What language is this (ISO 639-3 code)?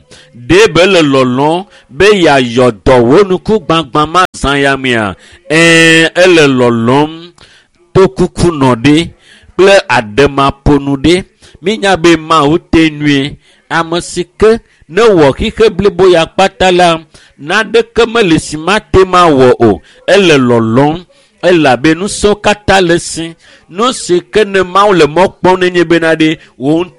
ewe